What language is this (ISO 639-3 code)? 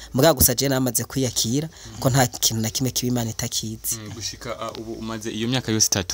run